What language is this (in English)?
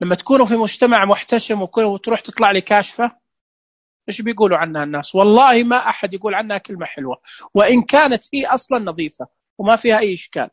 Najdi Arabic